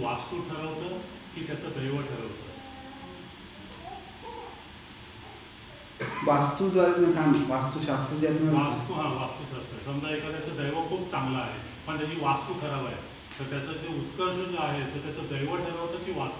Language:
Marathi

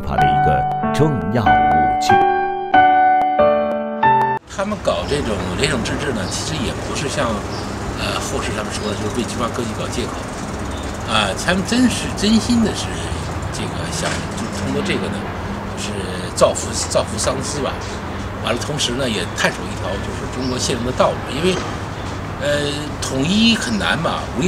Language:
Chinese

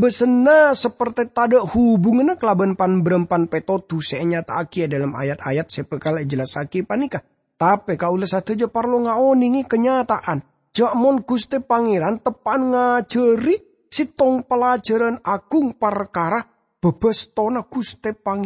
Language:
Madurese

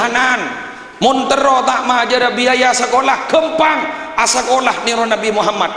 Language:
Madurese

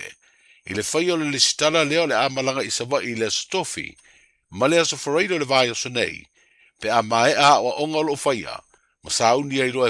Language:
Samoan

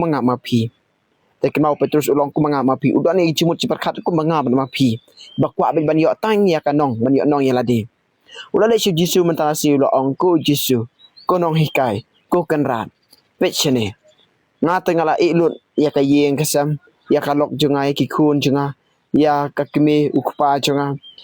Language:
Khasi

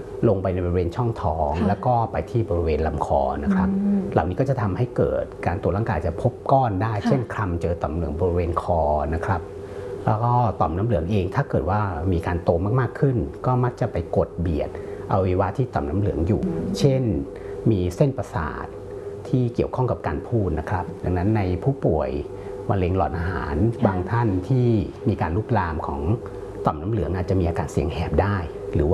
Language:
Thai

